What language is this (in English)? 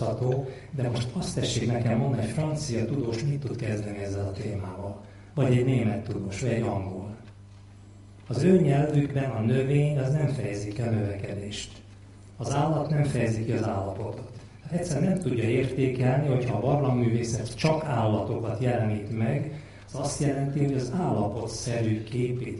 Hungarian